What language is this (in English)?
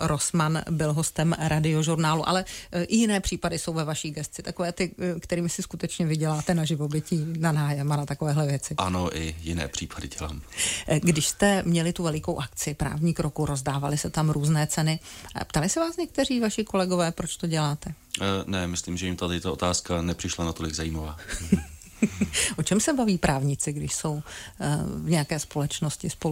Czech